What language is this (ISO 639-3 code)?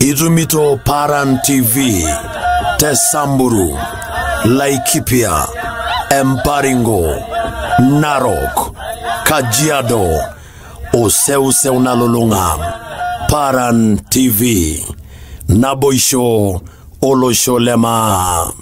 mas